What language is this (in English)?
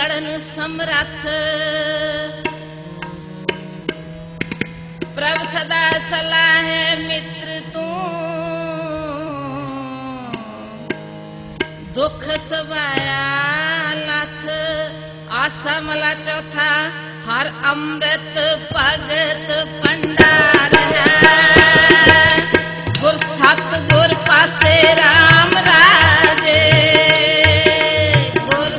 Punjabi